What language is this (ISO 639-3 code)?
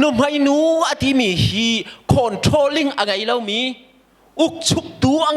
cnh